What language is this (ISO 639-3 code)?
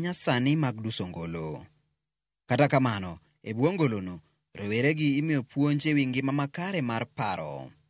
luo